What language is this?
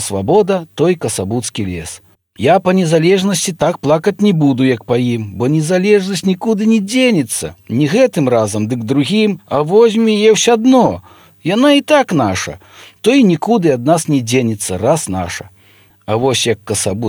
Belarusian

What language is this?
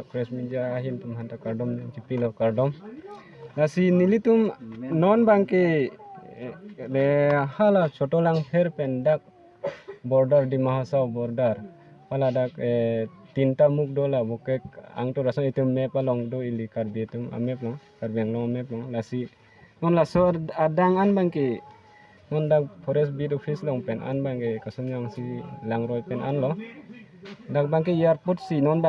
Karbi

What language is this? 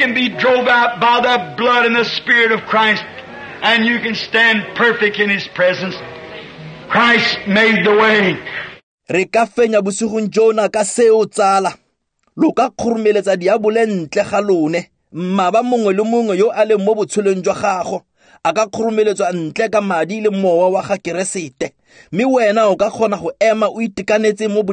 Tswana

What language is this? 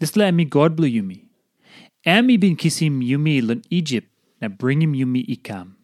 Tok Pisin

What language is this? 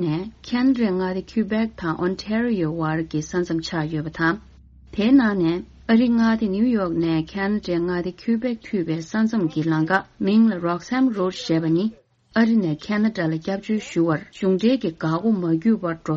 Tibetan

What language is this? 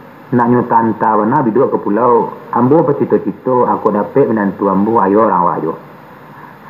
Minangkabau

